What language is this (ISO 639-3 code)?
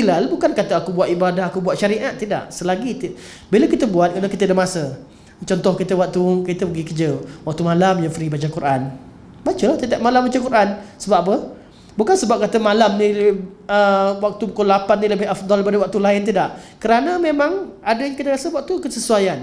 msa